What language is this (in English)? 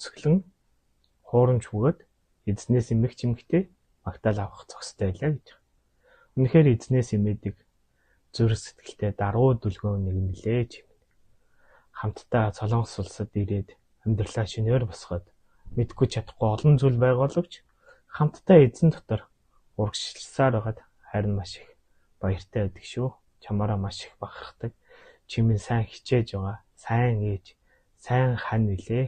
Mongolian